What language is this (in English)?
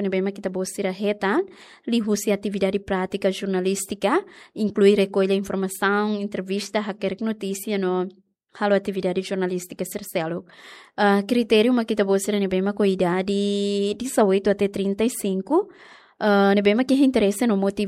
Tetum